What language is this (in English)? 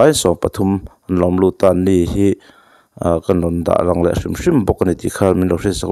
Mizo